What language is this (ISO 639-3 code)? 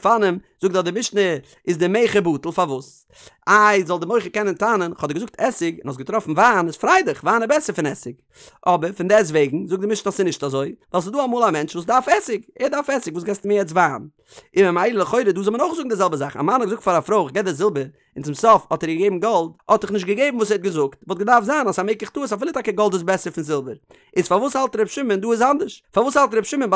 yid